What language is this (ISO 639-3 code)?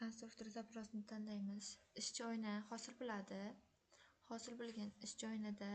uzb